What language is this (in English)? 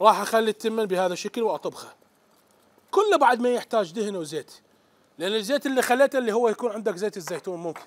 Mesopotamian Arabic